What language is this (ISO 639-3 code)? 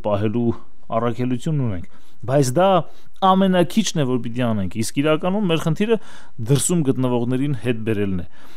hye